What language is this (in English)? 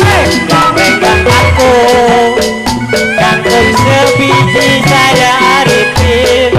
Betawi